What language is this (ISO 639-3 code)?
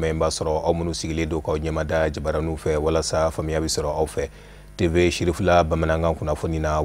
bam